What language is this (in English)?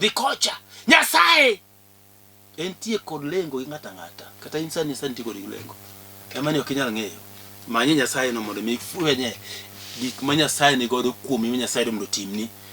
Luo (Kenya and Tanzania)